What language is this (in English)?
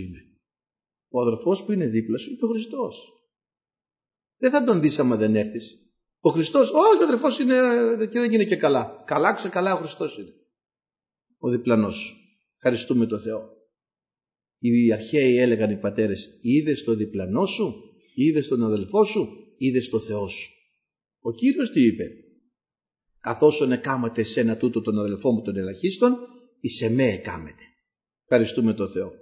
Greek